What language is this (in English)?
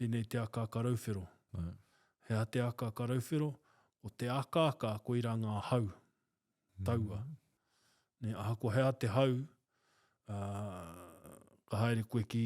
Māori